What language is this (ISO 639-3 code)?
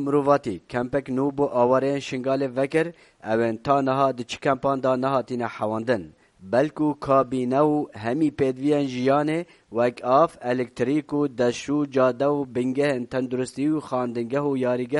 kur